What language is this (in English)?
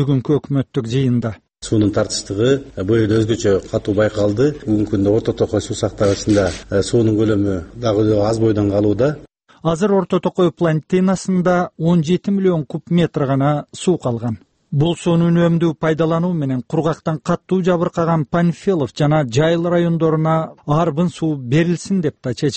Kyrgyz